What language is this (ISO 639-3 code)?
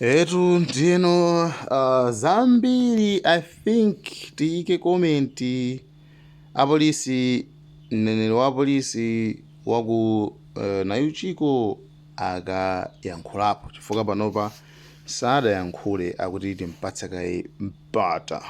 nya